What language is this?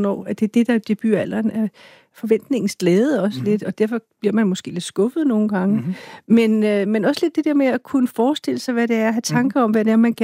Danish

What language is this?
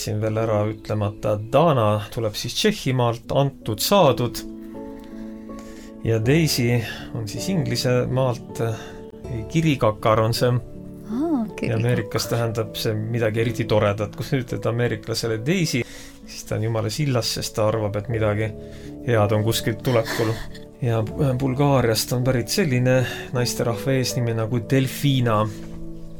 Estonian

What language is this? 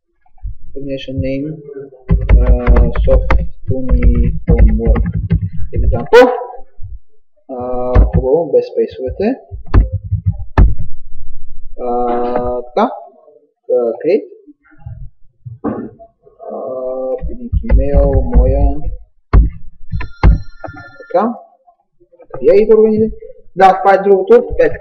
Bulgarian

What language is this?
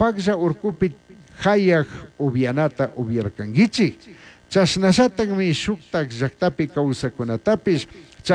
Chimborazo Highland Quichua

